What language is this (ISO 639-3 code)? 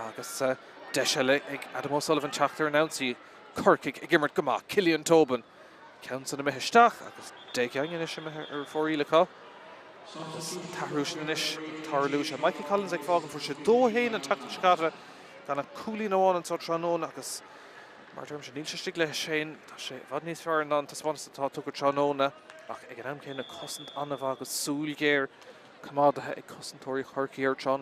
gle